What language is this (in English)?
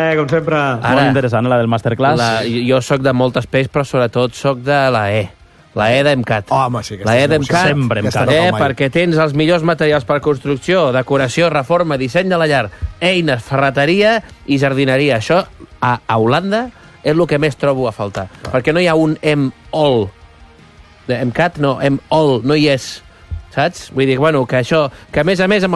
Catalan